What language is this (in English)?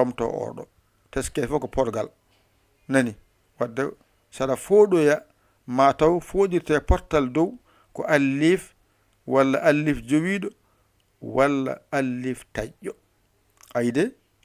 Fula